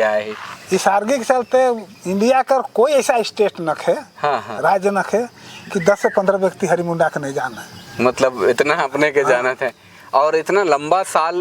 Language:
Sadri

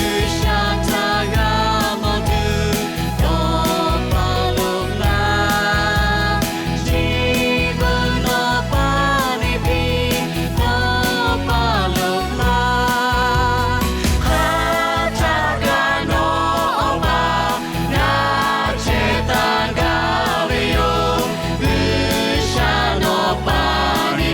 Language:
Lahu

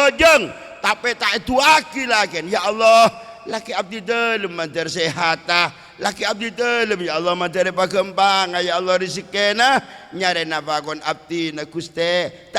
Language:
Madurese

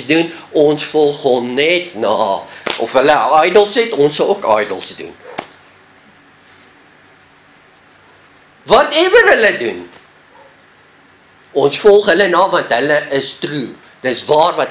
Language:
Afrikaans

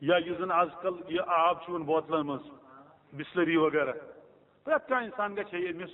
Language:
Kashmiri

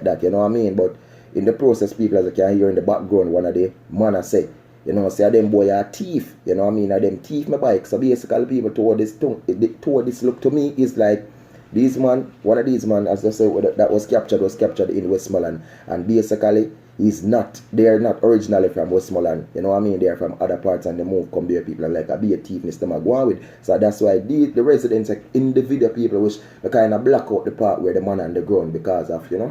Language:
Jamaican Creole English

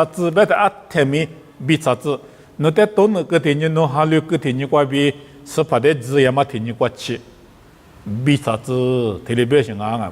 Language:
Lisu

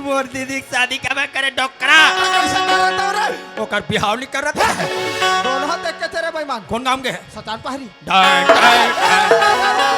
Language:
Chhattisgarhi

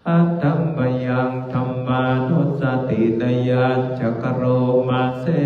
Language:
Pali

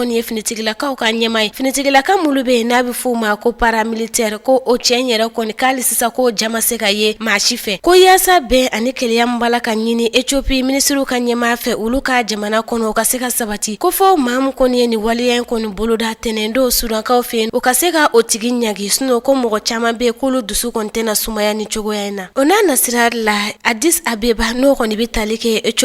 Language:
Bambara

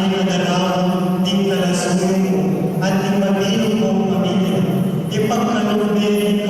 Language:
Pampanga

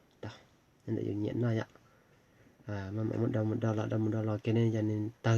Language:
Hmong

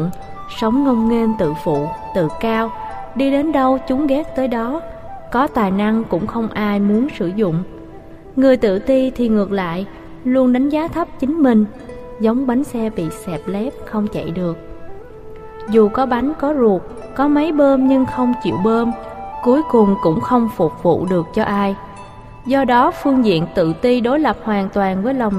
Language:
Vietnamese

